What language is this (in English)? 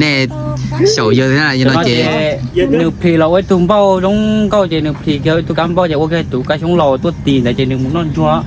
Hmong